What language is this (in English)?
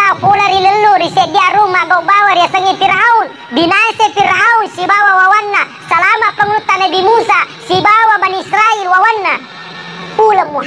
Buginese